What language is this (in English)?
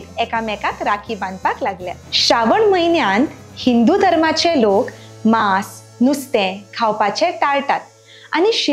Konkani